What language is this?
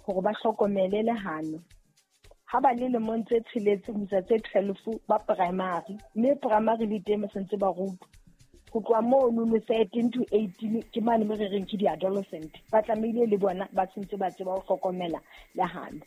Southern Sotho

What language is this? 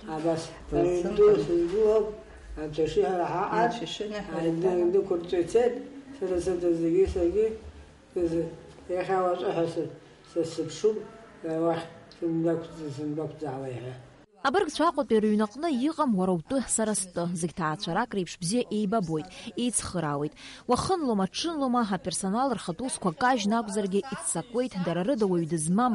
Abkhazian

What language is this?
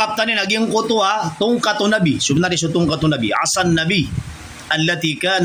Maranao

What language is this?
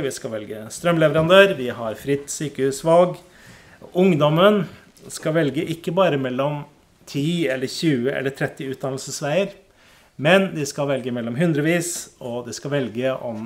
Norwegian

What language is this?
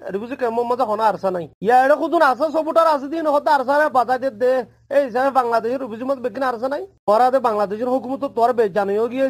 Rohingya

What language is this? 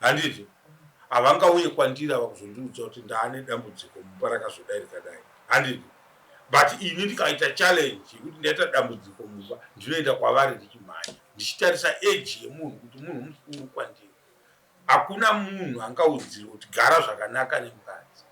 Shona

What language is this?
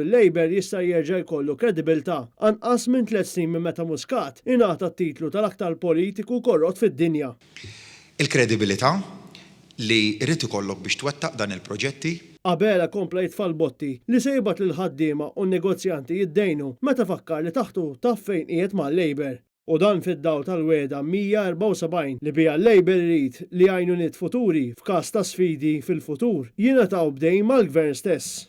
Maltese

